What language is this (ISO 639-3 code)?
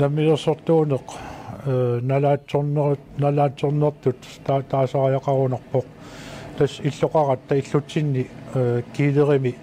kal